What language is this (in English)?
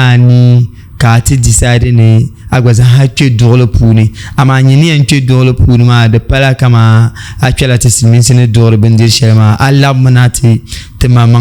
Dagbani